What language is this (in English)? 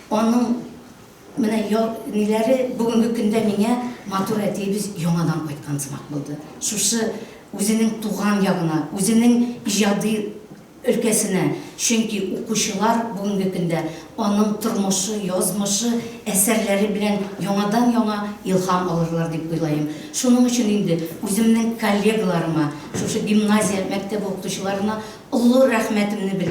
Tatar